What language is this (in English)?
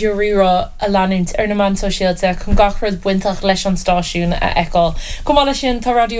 Irish